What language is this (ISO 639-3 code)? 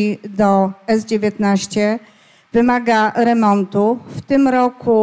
pol